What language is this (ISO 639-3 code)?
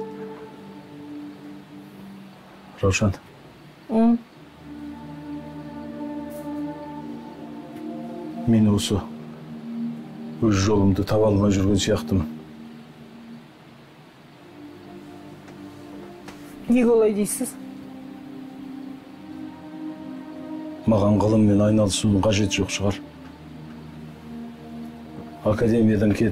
kaz